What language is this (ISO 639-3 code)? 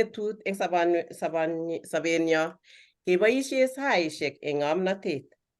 kln